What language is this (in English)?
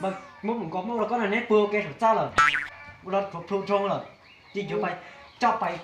Hmong